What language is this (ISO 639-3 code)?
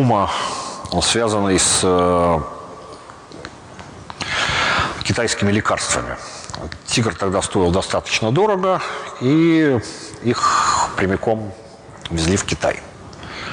rus